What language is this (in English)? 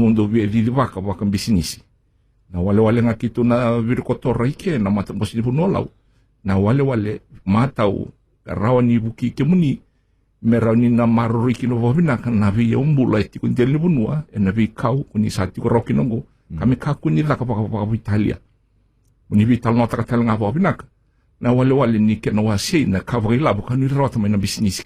Fijian